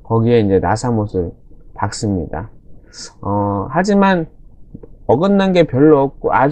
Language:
Korean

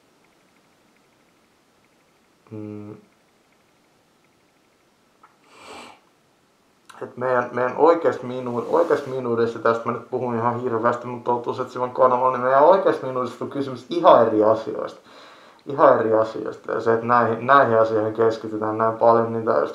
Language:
Finnish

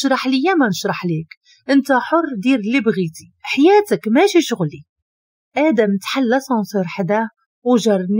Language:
Moroccan Arabic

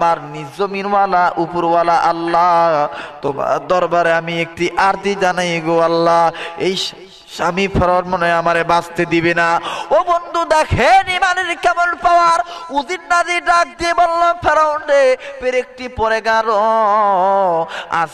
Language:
Bangla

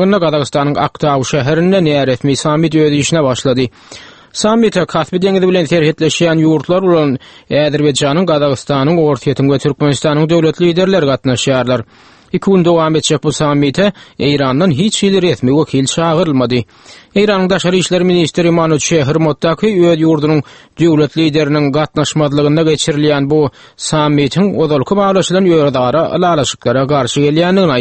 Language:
Turkmen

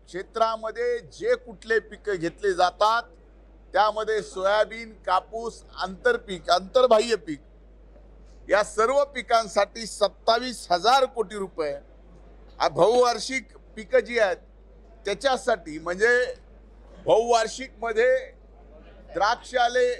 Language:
Marathi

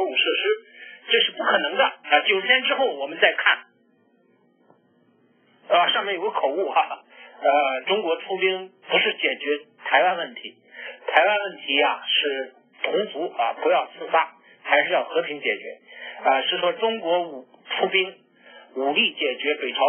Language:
Chinese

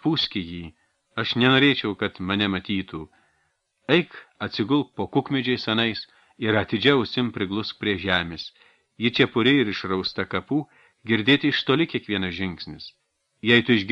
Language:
Lithuanian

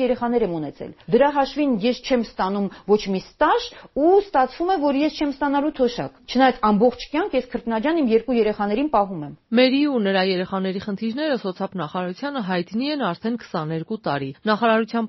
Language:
Armenian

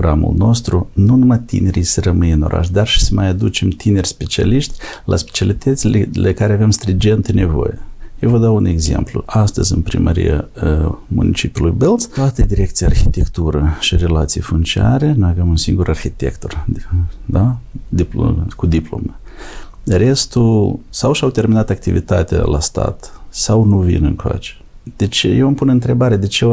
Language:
Romanian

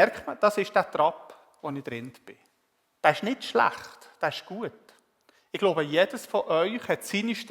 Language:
Swiss German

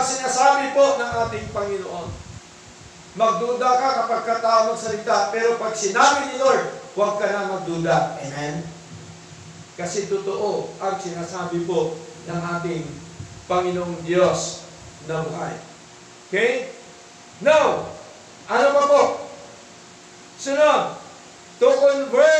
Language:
Filipino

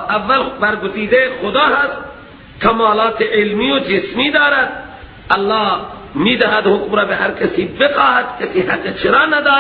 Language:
Persian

